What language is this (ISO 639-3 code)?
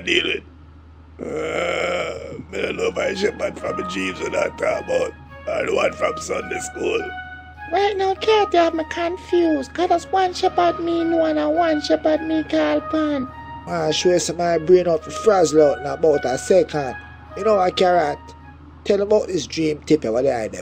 jam